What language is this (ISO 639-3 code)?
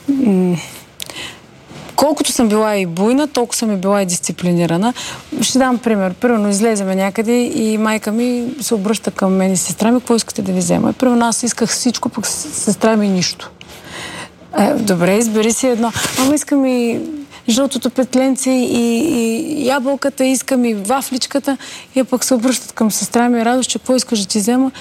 bul